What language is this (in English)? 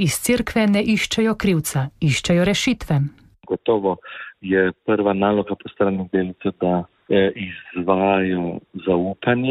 Slovenian